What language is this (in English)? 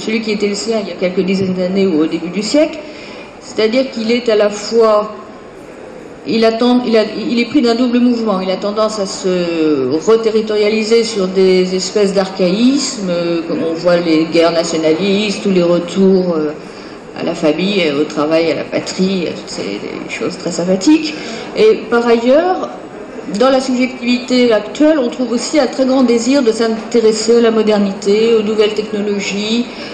French